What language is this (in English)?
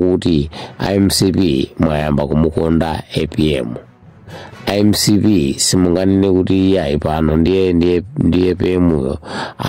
Nyanja